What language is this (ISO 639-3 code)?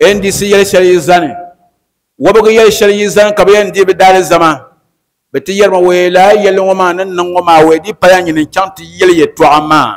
dag